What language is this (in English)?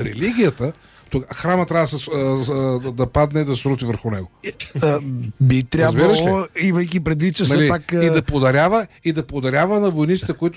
Bulgarian